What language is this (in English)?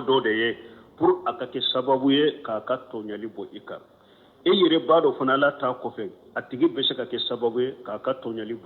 Bambara